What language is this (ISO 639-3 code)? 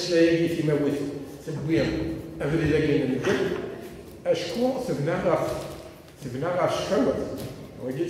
kab